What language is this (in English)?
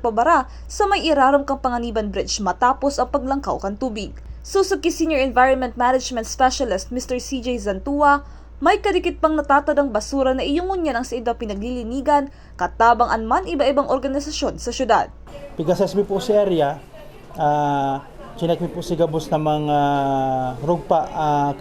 Bikol